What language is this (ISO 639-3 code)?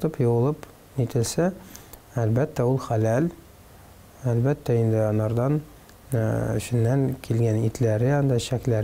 tat